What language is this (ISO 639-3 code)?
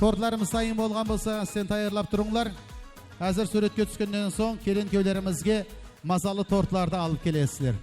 kaa